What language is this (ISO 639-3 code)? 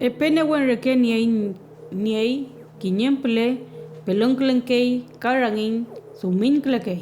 arn